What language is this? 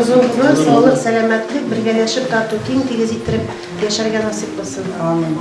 Bashkir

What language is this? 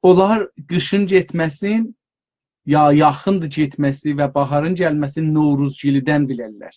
South Azerbaijani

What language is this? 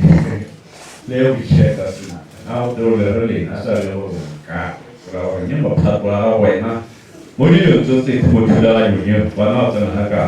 Tswana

